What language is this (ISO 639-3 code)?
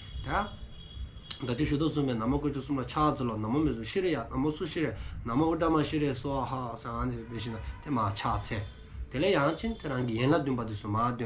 dzo